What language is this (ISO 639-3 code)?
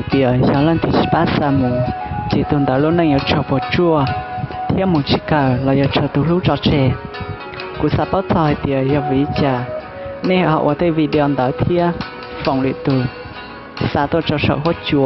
hmn